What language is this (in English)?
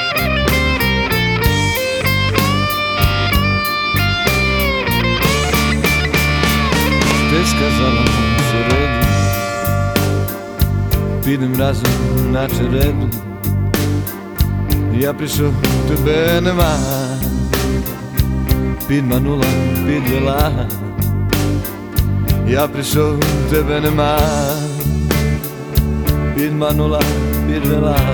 Ukrainian